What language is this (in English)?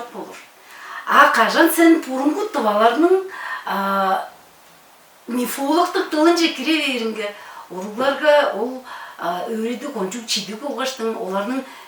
Tuvinian